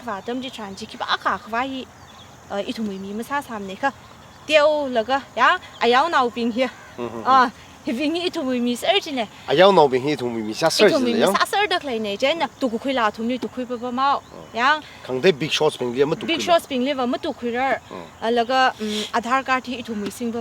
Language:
Tangkhul Naga (India)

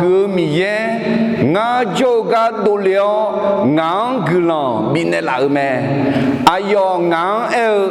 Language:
Akha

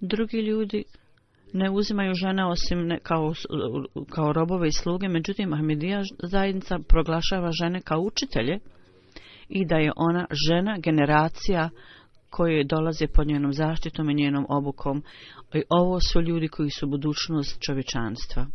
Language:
Bosnian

